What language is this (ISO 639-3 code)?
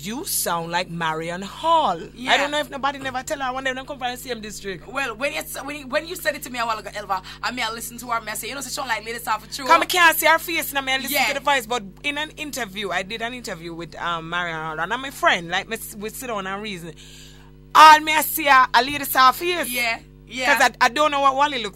jam